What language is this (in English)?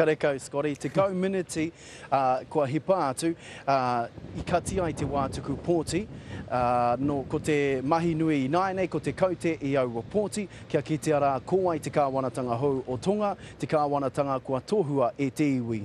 Māori